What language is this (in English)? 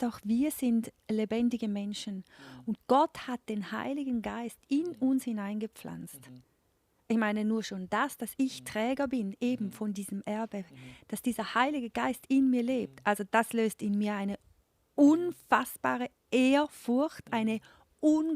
Swiss German